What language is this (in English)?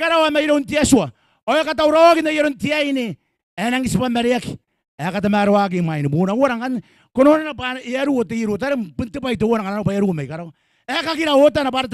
Gilbertese